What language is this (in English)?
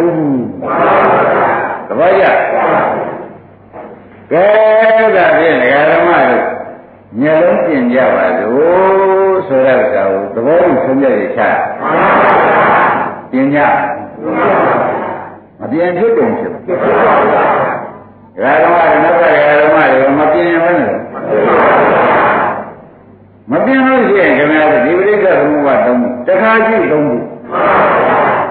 Burmese